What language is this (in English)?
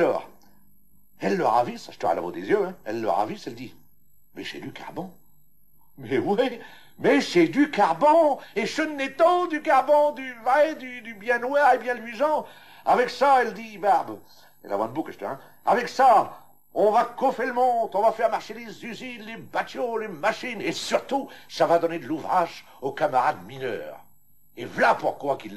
Picard